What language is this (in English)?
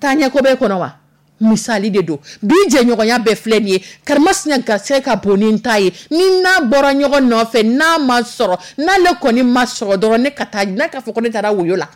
Dyula